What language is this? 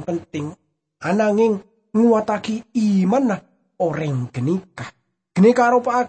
Madurese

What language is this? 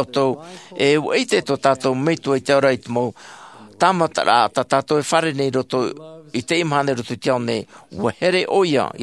Tahitian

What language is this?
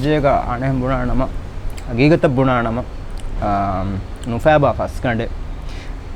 Divehi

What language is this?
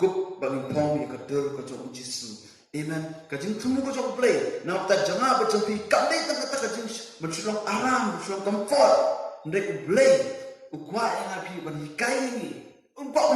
Khasi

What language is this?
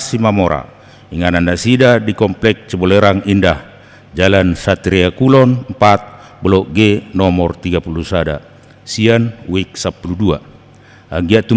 Batak Toba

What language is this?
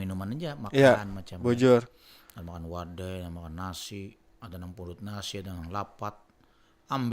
Banjar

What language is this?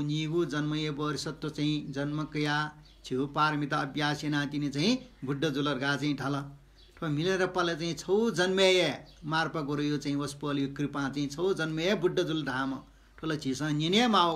Newari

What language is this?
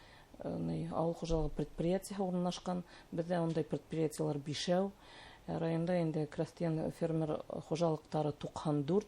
Bashkir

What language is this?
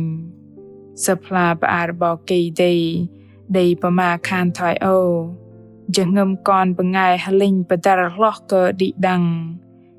Bahnar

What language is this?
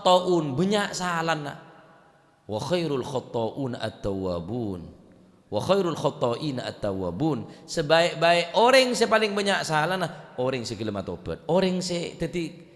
Madurese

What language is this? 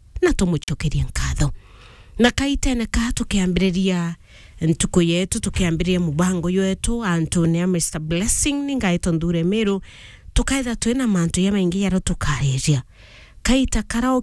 Meru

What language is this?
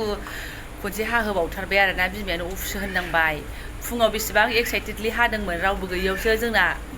Bodo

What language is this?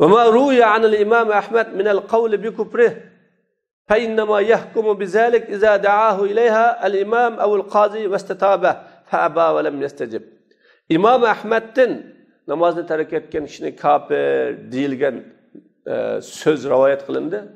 Uyghur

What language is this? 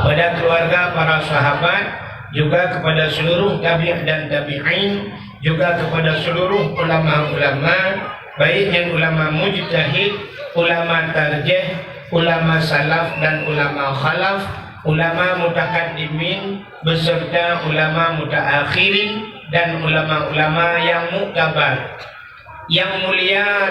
Achinese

